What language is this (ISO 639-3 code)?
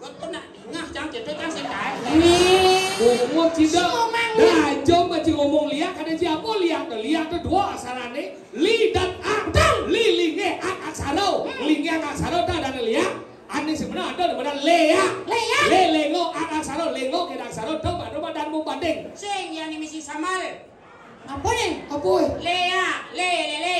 ban